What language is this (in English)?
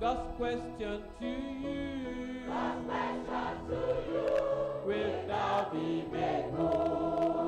Ewe